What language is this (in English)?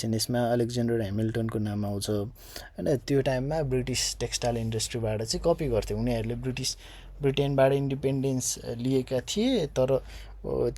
Nepali